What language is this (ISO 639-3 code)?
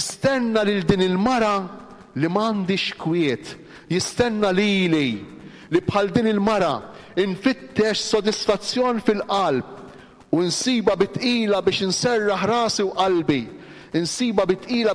mlt